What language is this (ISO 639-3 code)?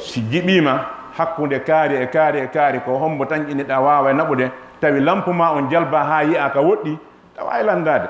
ful